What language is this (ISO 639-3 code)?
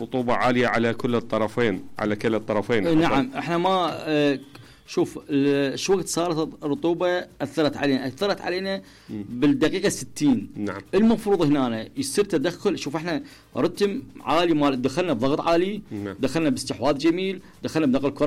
acm